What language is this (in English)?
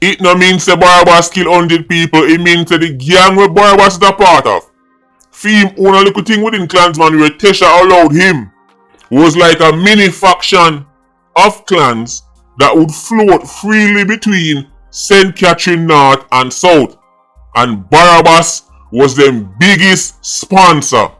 Jamaican Creole English